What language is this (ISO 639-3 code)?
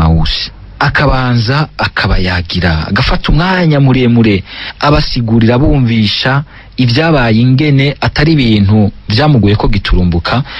run